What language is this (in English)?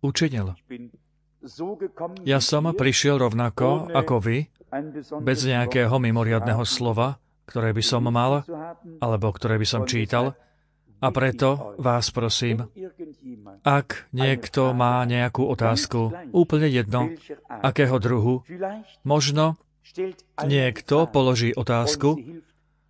Slovak